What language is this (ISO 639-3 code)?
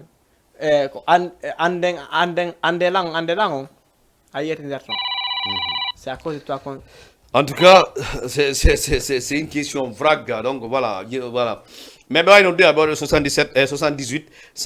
ful